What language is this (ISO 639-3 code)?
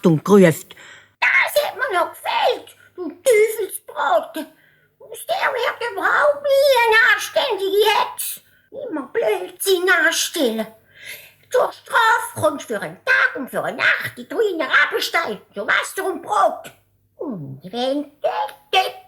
gsw